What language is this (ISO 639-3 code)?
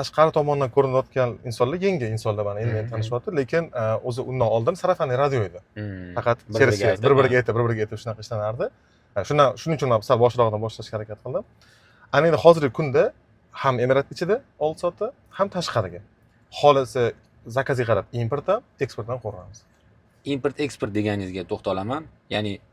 uzb